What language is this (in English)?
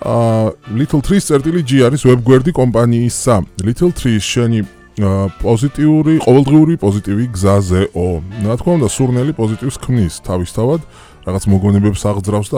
Georgian